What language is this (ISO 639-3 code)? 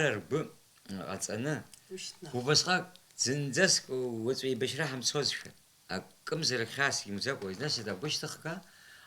abk